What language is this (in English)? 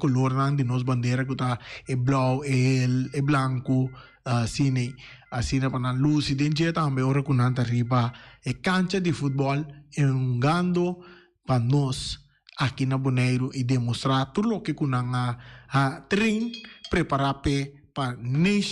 Papiamento